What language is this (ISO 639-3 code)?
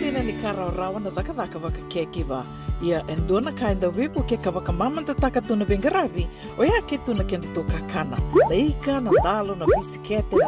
fij